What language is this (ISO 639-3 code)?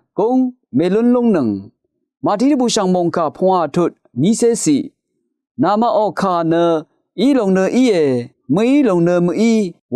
raw